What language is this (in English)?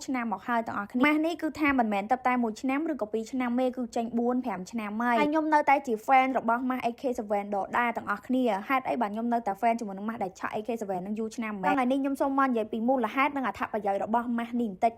Khmer